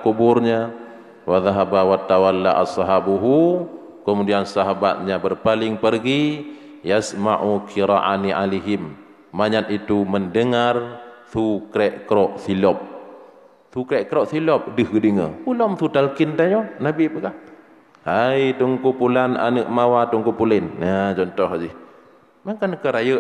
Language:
Achinese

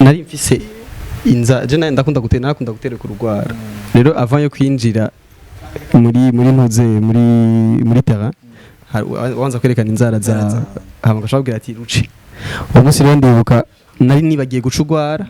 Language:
Rundi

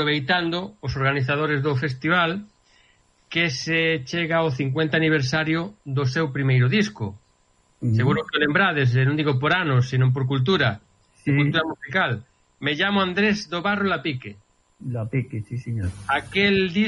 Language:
Galician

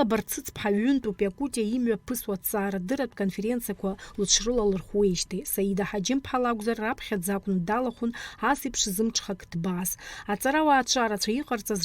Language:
Abkhazian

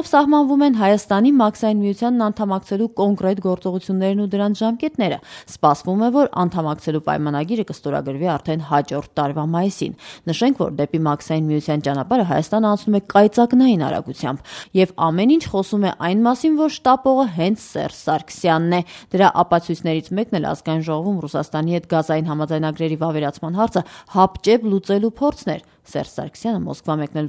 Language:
Armenian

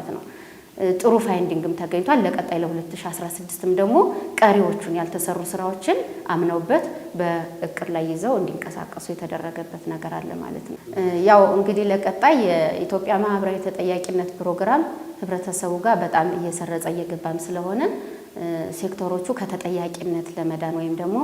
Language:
Amharic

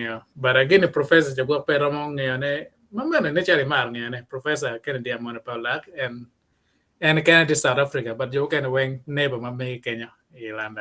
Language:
Acoli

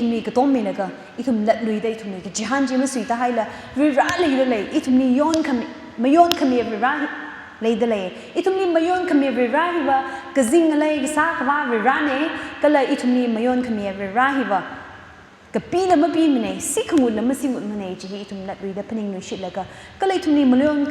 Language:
Tangkhul Naga (India)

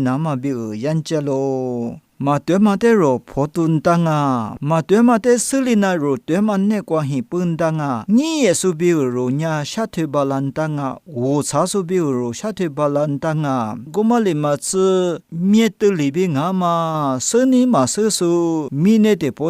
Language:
Lisu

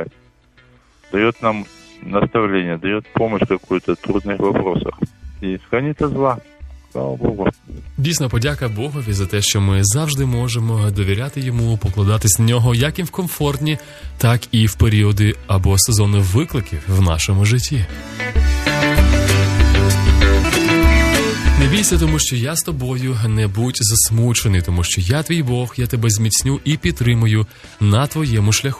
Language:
Ukrainian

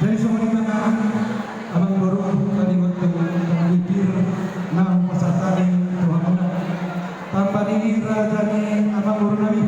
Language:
Batak Toba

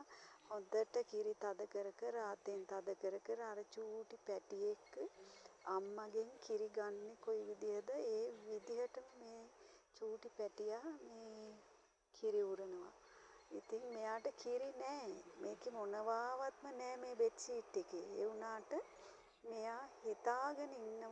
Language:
Sinhala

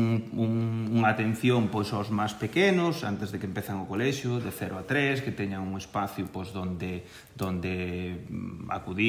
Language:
Galician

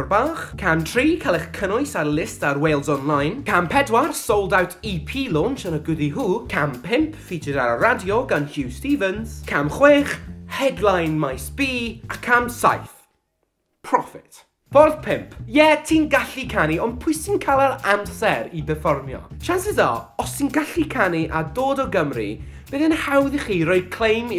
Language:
Welsh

